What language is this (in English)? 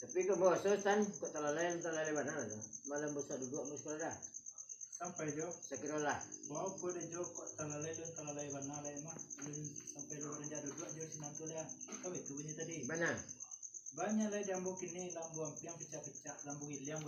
Minangkabau